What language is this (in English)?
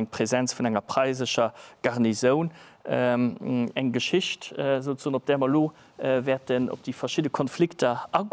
Luxembourgish